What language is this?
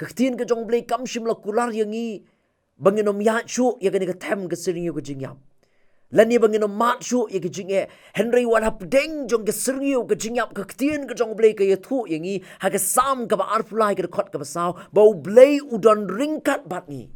Khasi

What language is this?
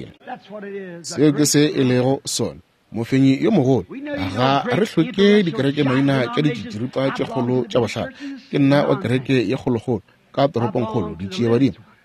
Northern Sotho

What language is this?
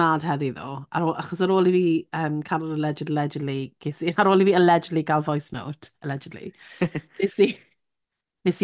Welsh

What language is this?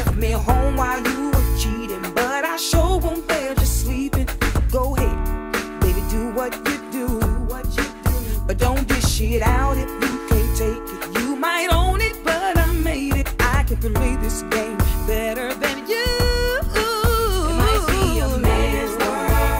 English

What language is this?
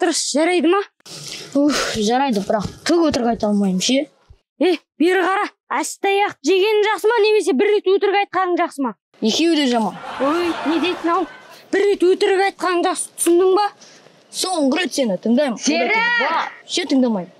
Kazakh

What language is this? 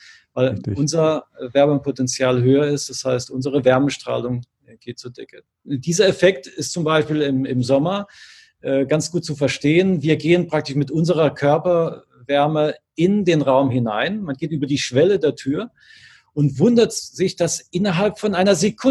German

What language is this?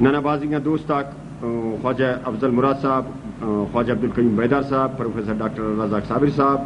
Brahui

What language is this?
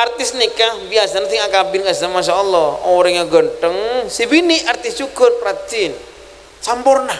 Madurese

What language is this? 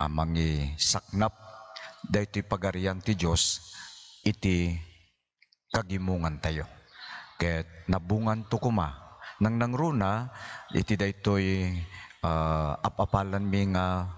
Iloko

